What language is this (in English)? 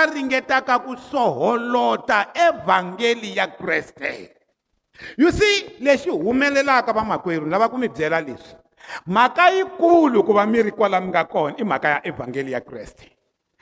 Tsonga